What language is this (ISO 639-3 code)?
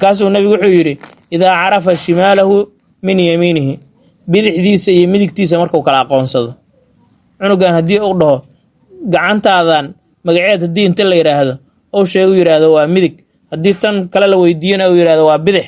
som